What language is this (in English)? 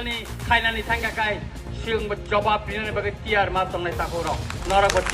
Riang (India)